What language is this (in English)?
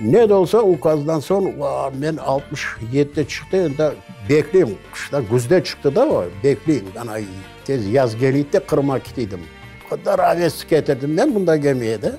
Crimean Tatar